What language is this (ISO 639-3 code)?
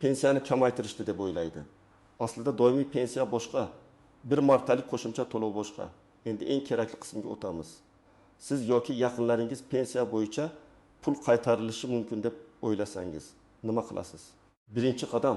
uzb